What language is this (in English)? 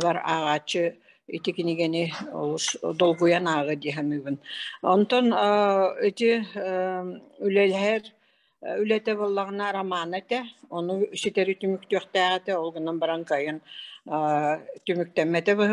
Yakut